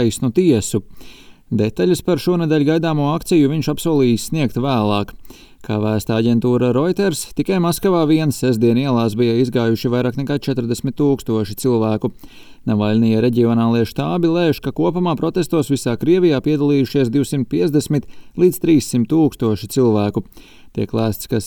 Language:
Latvian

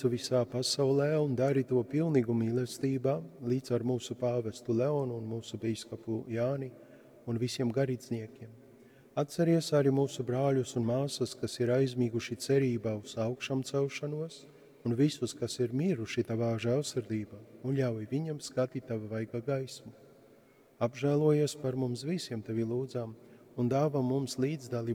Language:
Latgalian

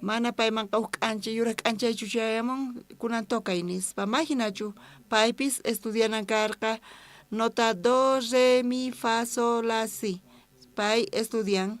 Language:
South Bolivian Quechua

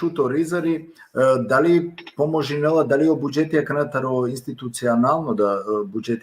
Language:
Balkan Romani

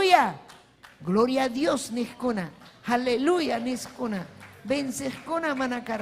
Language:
Ayacucho Quechua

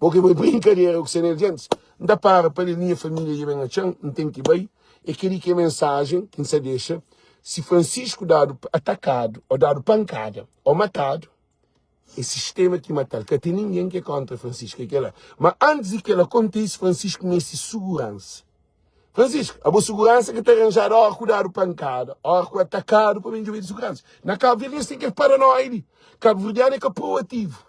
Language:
Kabuverdianu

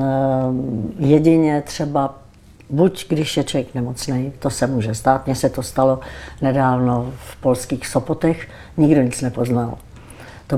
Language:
Czech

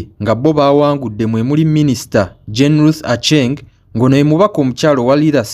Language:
Ganda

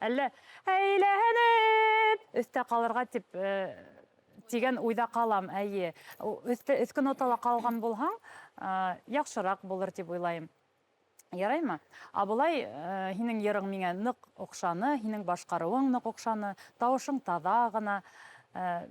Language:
Bashkir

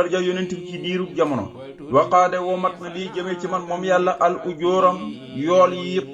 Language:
Wolof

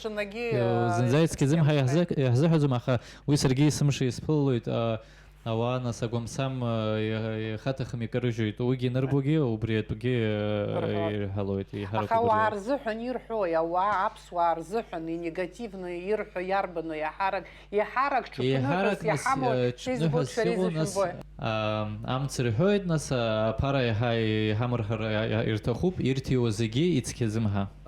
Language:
Abkhazian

